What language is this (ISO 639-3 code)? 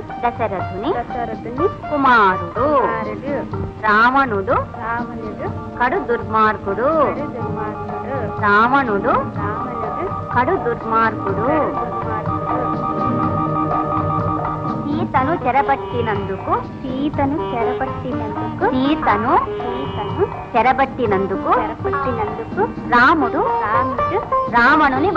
tel